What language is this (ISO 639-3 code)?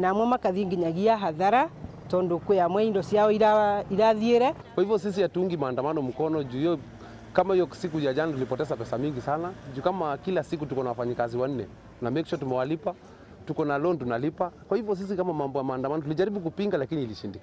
mer